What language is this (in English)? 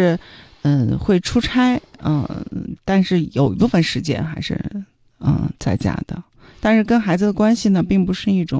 Chinese